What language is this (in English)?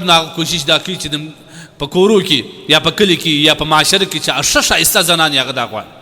Pashto